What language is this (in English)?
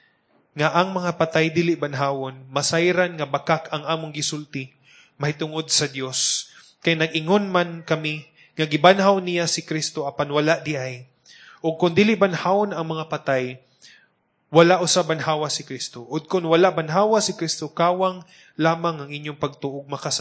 Cebuano